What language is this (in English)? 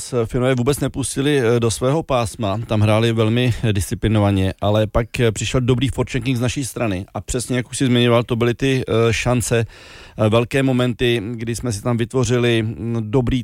Czech